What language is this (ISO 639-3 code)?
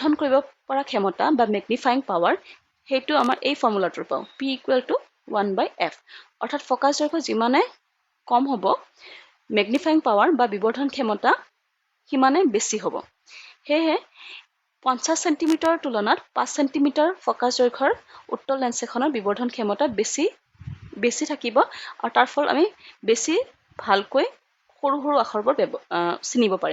asm